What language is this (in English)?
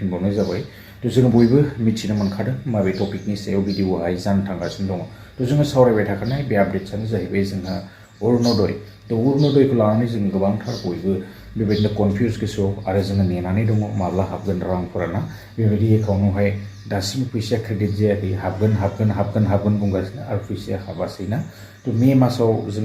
Bodo